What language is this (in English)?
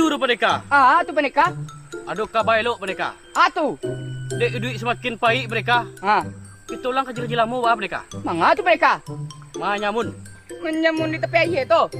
Minangkabau